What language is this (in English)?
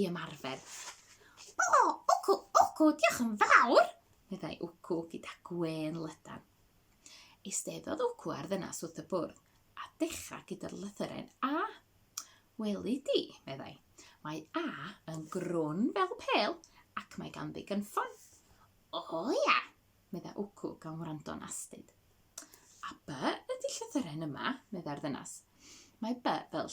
Welsh